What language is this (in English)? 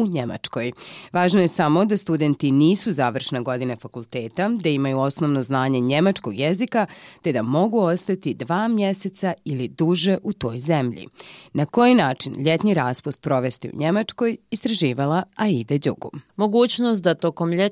Bosnian